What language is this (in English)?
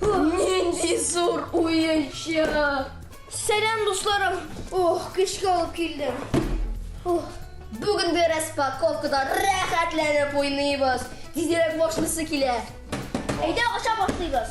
Tatar